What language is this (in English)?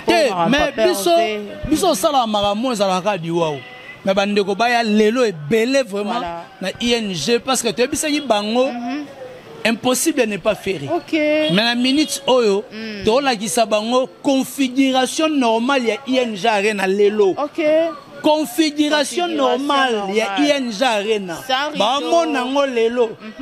Lingala